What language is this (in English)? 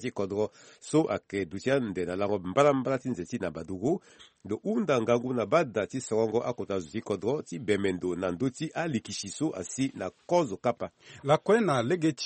Sango